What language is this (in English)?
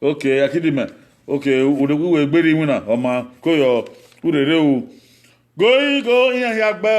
Bini